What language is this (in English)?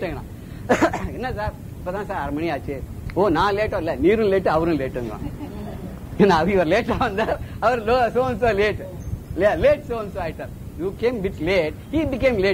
Tamil